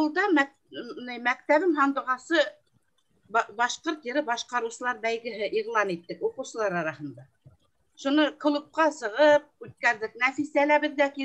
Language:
Bashkir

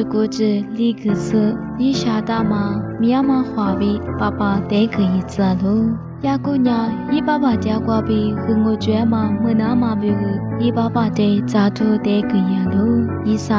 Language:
Lisu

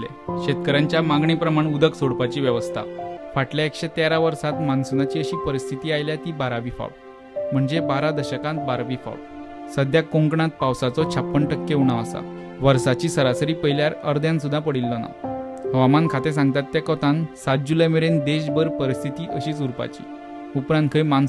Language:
Konkani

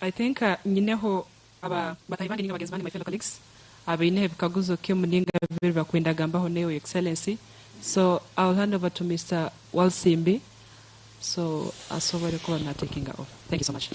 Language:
Nyankole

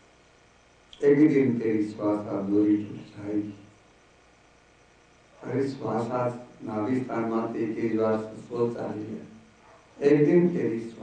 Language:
Gujarati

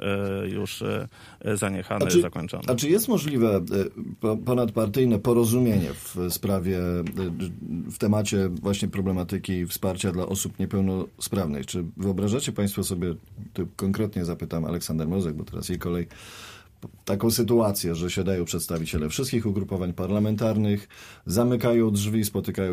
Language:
Polish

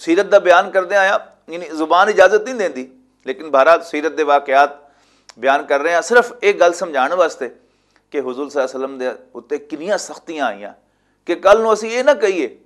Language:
Western Panjabi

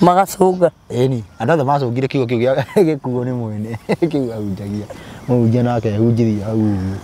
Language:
Kikuyu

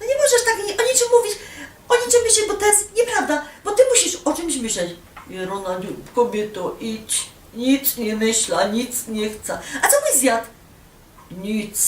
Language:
Silesian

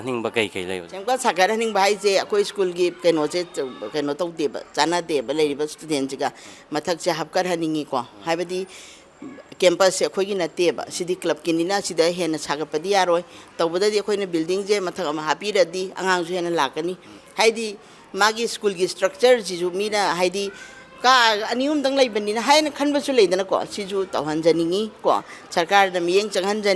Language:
Manipuri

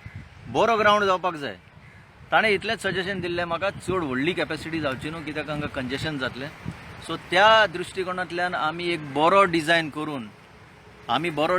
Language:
Konkani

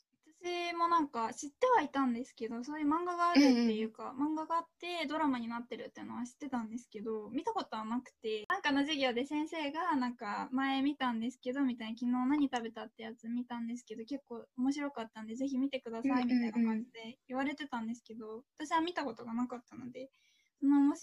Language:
Japanese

